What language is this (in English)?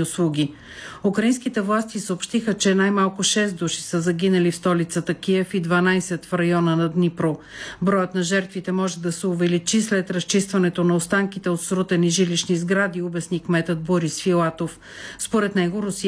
Bulgarian